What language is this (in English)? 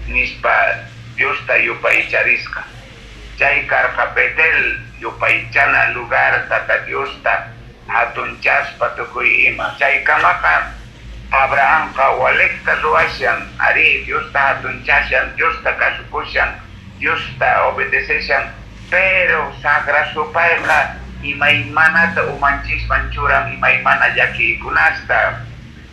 Quechua